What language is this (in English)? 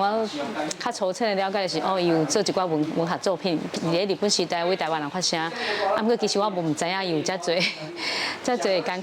Min Nan Chinese